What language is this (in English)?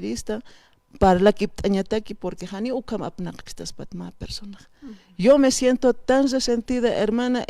Aymara